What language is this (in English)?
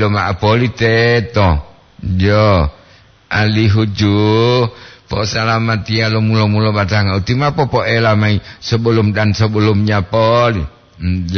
Gorontalo